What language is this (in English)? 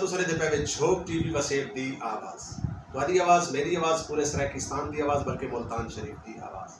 Saraiki